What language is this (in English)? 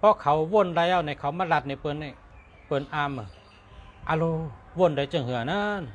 Shan